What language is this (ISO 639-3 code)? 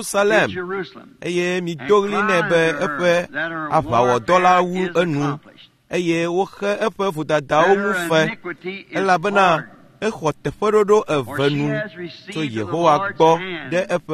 ewe